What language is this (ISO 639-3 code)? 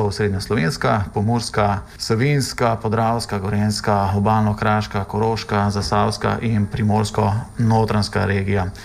slv